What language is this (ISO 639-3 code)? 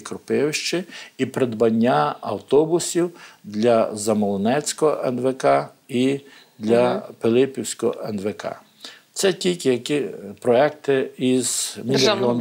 ukr